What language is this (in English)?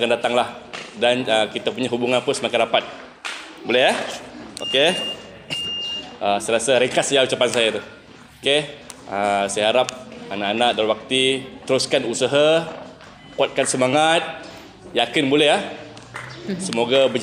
Malay